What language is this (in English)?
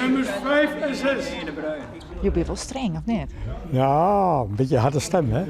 Western Frisian